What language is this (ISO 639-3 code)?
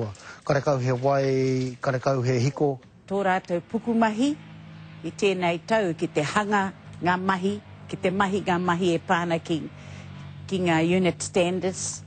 mri